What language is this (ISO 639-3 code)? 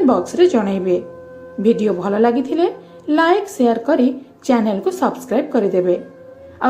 ori